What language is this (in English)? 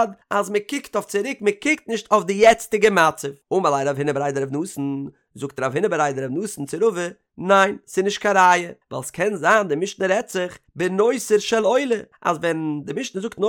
Yiddish